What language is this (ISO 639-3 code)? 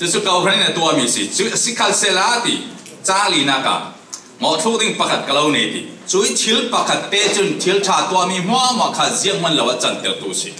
cfm